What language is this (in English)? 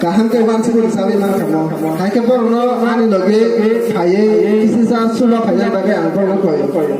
Kok Borok